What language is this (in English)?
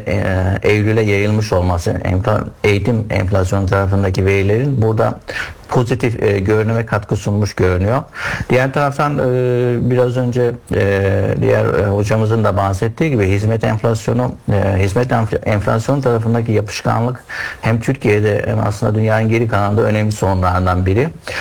Turkish